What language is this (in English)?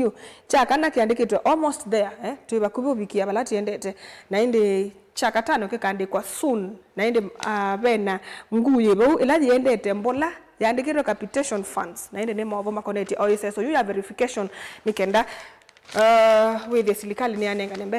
Kamba